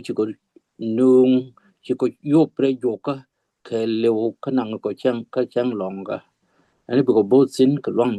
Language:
Nuer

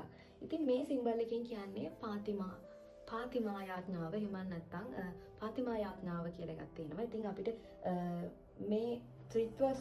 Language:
Sinhala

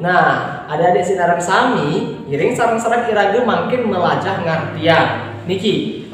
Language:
Balinese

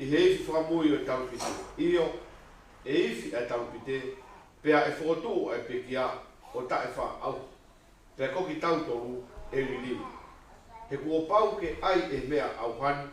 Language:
Tongan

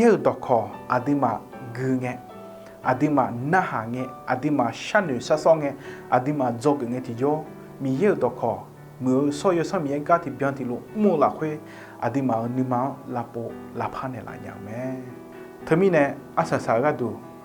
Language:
Akha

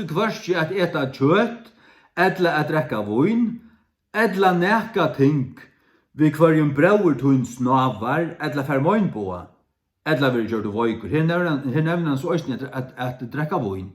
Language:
Faroese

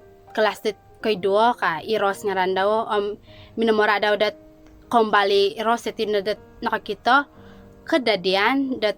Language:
Central Dusun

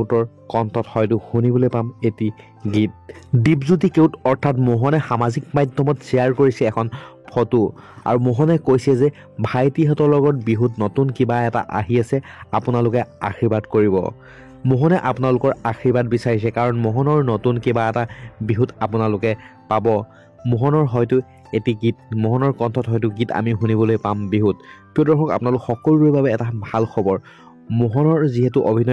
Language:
Assamese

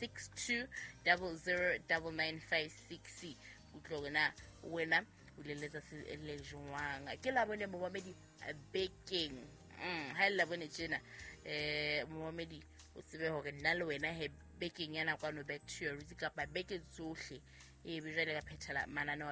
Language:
Southern Sotho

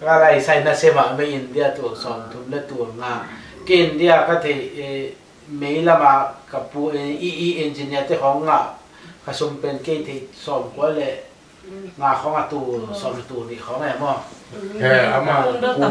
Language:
Tedim Chin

